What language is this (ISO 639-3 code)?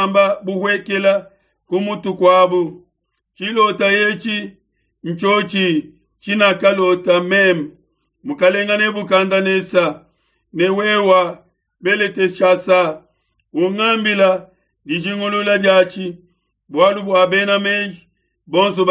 lua